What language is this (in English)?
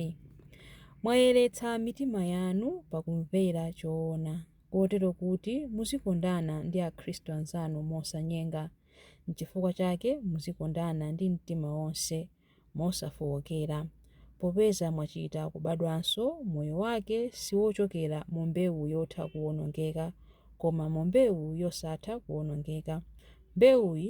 Nyanja